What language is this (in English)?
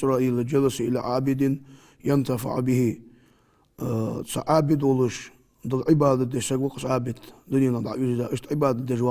Ingush